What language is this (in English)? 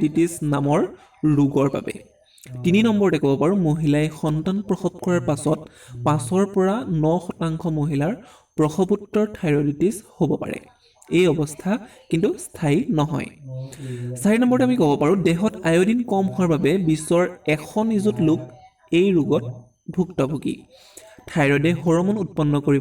Assamese